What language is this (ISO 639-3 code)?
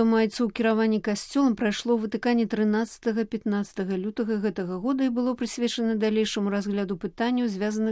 bel